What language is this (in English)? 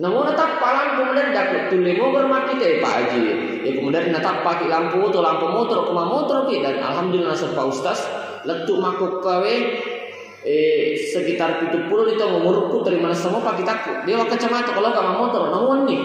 Buginese